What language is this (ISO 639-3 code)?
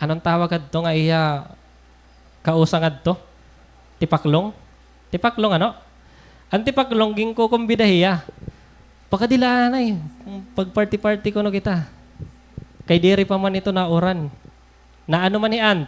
war